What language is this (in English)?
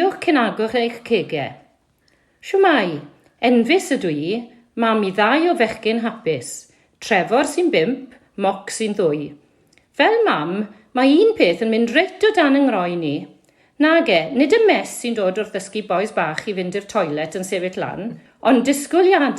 Welsh